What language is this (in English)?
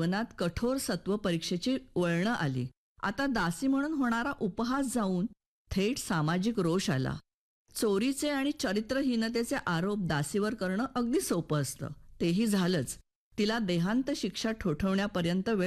Marathi